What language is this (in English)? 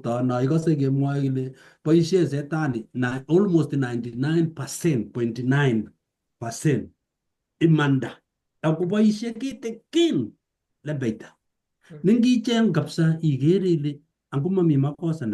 Kalenjin